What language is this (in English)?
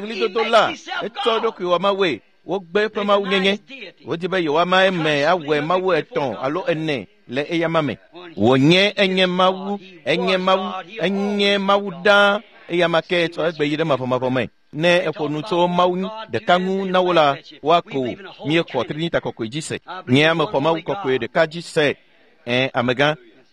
Ewe